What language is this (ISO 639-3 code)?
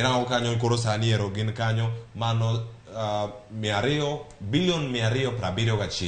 luo